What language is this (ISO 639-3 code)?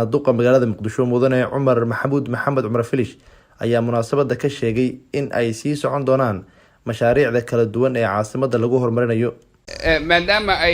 som